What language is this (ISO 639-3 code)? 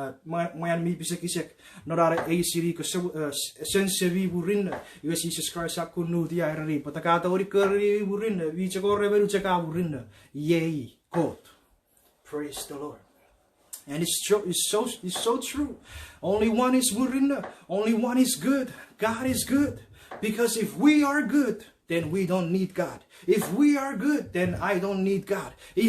chk